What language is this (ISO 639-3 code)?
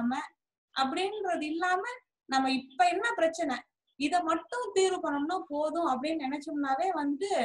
tam